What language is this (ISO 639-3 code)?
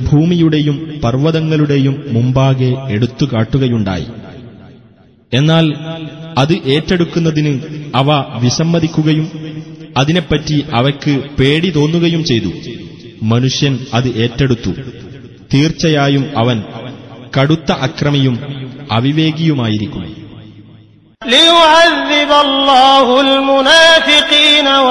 mal